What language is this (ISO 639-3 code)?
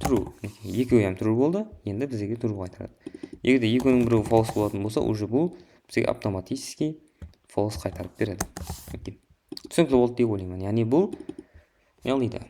kaa